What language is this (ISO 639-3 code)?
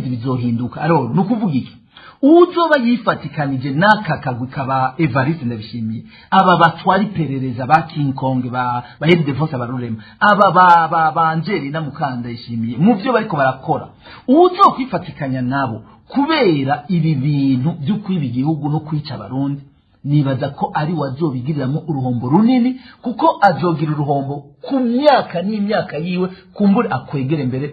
run